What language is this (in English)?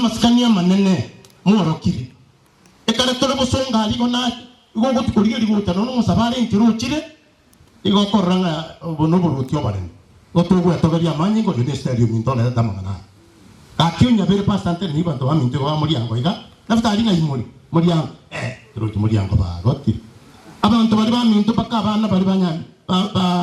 Gusii